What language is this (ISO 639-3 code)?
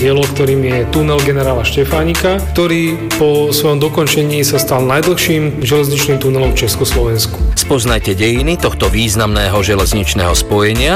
slk